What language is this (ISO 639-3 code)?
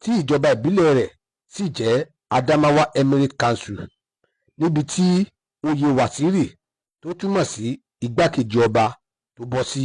yor